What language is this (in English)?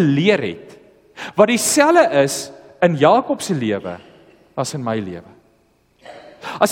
Afrikaans